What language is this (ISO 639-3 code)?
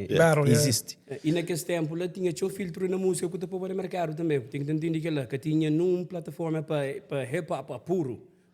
kea